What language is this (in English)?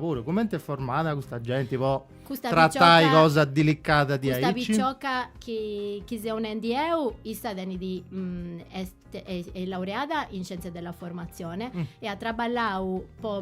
Sardinian